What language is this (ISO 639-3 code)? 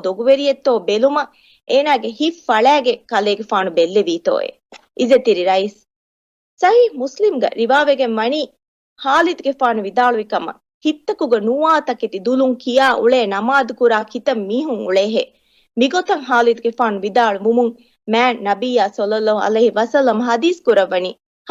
div